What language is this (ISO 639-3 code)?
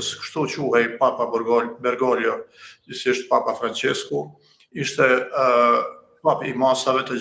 sqi